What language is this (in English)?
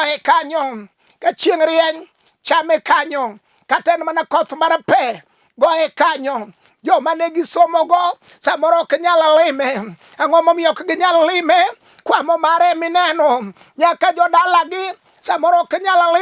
Luo (Kenya and Tanzania)